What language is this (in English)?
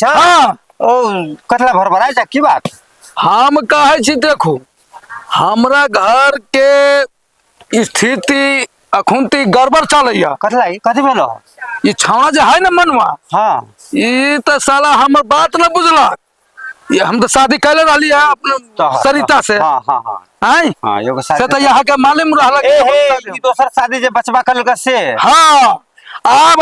Maithili